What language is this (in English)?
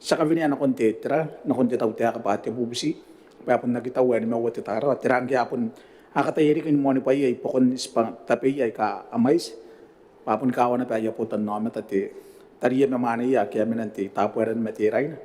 Gilbertese